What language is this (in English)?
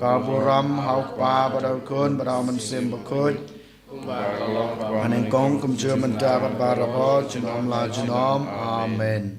Khasi